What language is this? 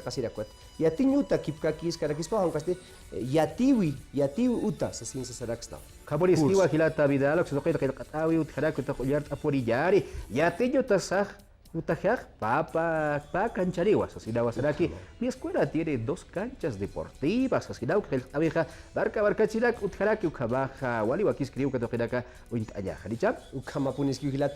Aymara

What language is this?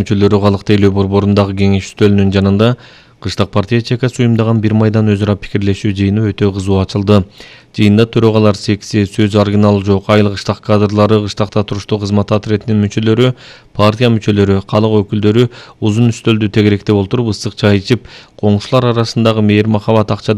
Kyrgyz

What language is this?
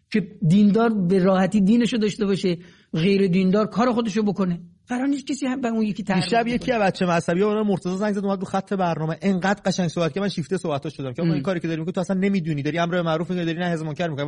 Persian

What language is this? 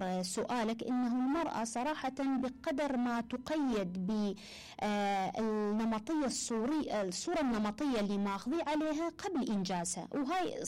Mesopotamian Arabic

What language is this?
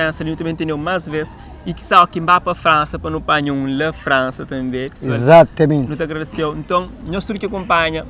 Kabuverdianu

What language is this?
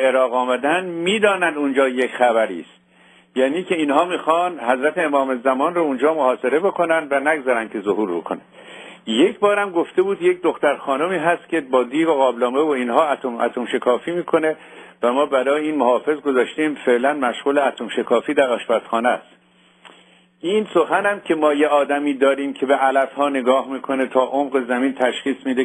Persian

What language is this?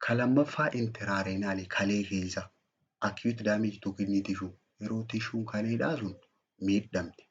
Oromo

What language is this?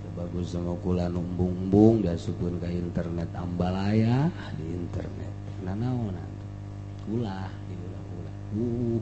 Sundanese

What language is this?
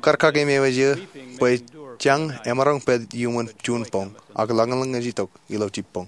Marshallese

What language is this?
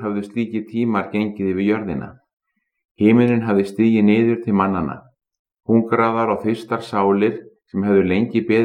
Icelandic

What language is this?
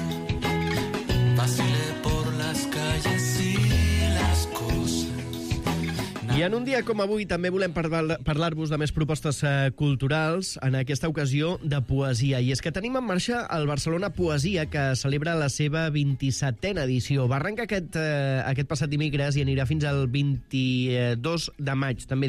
Catalan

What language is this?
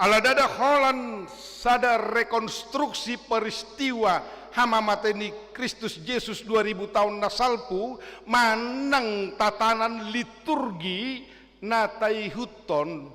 Batak Toba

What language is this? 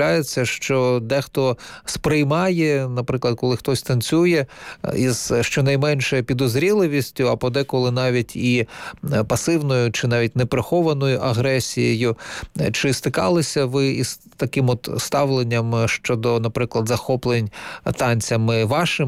Ukrainian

